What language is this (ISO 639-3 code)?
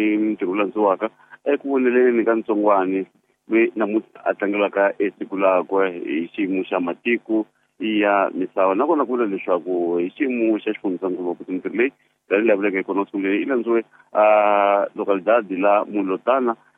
tso